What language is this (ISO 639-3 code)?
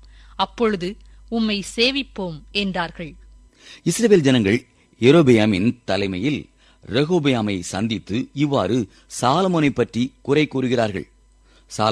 tam